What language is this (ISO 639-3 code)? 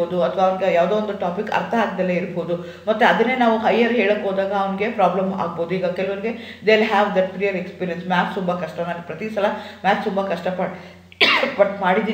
kan